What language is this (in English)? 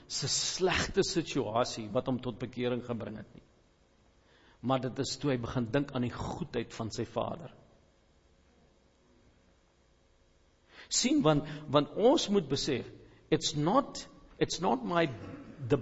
Afrikaans